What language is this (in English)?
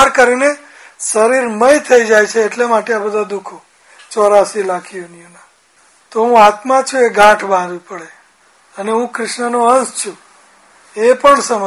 Gujarati